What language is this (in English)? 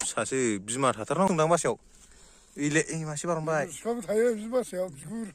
Bodo